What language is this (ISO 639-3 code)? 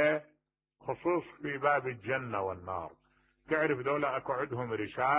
acm